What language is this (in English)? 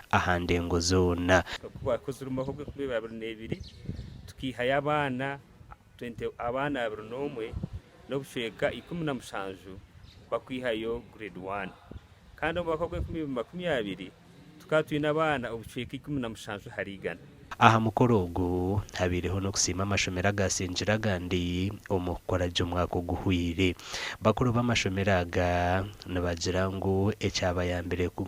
Nyankole